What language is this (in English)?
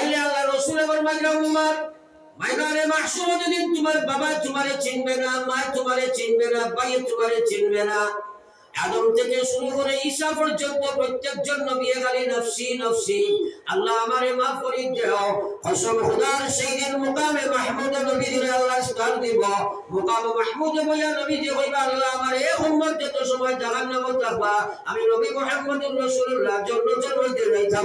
Sylheti